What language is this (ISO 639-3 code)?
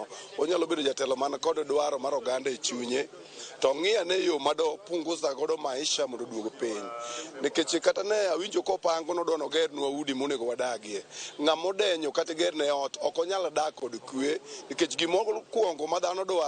luo